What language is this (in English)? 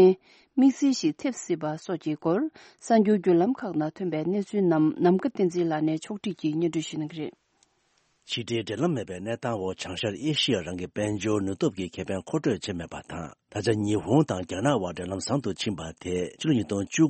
Tibetan